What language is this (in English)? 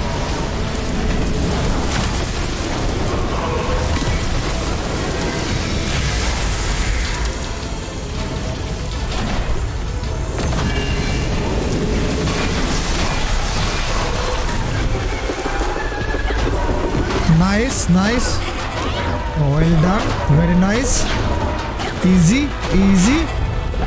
Hindi